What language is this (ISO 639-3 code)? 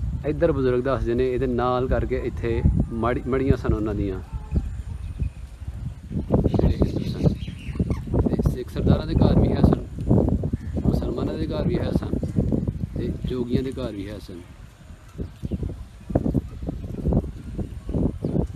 pan